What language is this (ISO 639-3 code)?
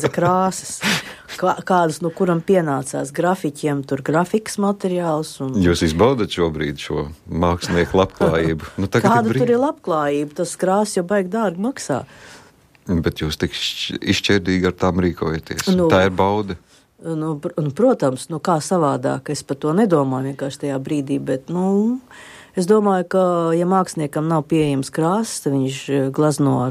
lav